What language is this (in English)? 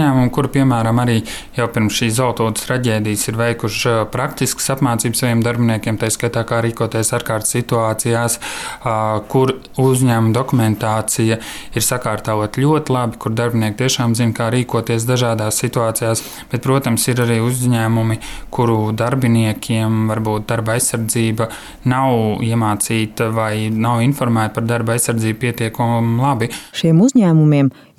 Latvian